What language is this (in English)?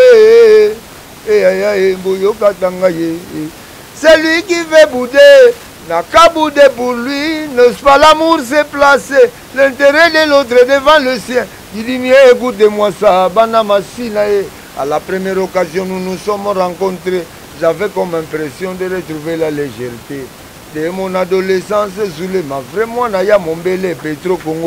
Lingala